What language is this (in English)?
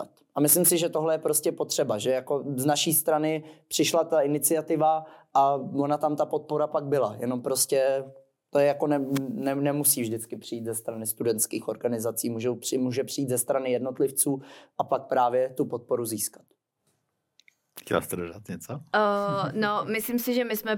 Czech